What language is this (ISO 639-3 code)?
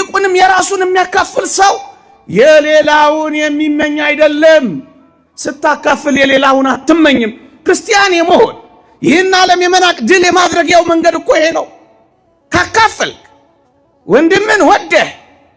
amh